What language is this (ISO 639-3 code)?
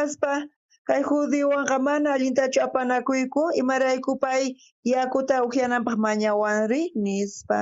quh